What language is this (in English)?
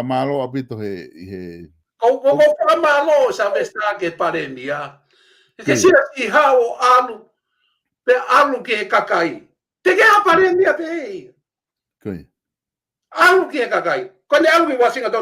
Tongan